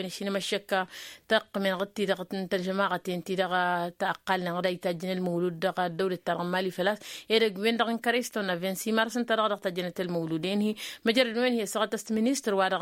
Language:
Tamasheq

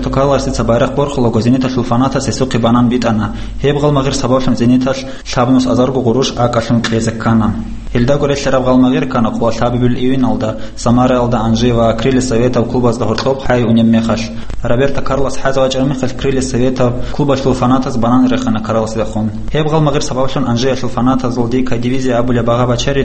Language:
Avaric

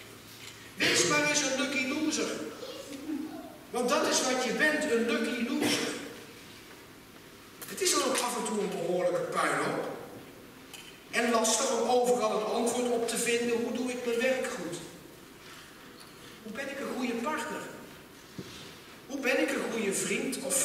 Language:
Dutch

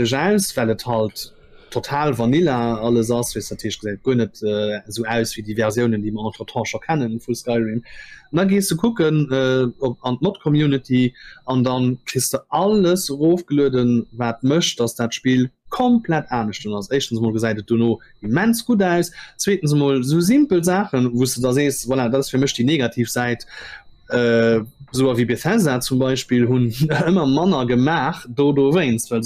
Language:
Luxembourgish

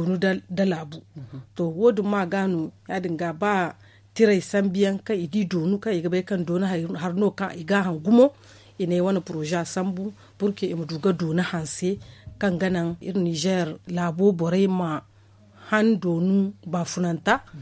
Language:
Zarma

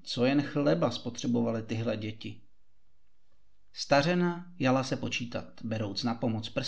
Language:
Czech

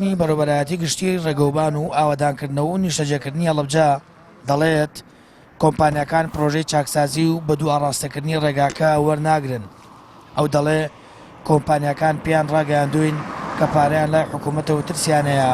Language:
Central Kurdish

